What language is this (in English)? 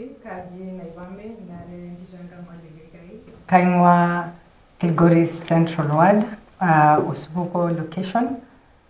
Masai